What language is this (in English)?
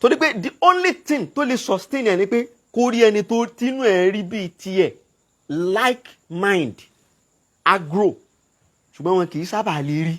Yoruba